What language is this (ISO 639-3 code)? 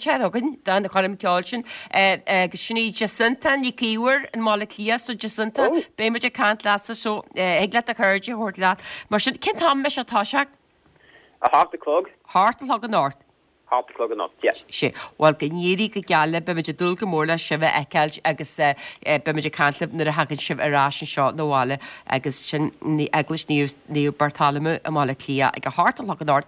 gle